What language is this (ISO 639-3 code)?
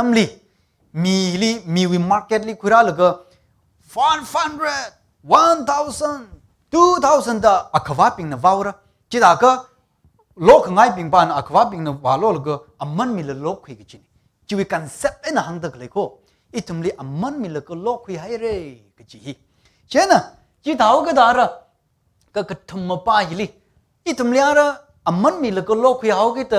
nmf